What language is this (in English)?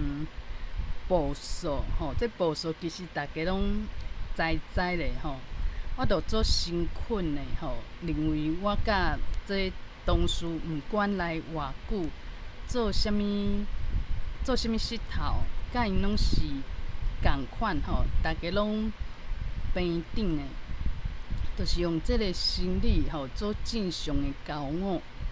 Min Nan Chinese